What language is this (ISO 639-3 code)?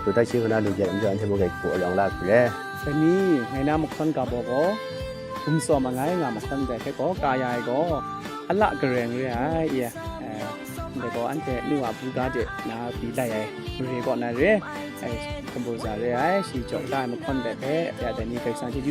kac